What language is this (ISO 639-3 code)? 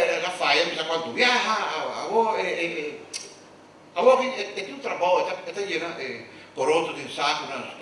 pap